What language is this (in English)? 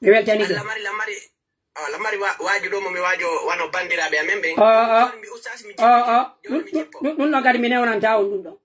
Pular